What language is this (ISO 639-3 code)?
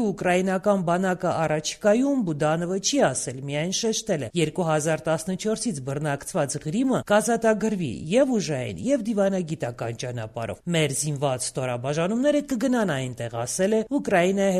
hye